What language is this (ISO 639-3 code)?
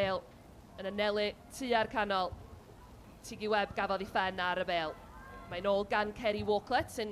cym